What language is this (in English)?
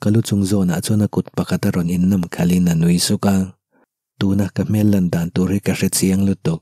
Mizo